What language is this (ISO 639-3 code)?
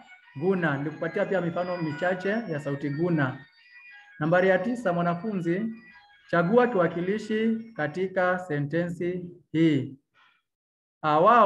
swa